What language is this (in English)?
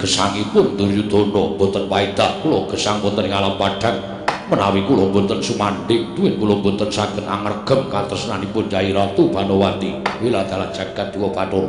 Javanese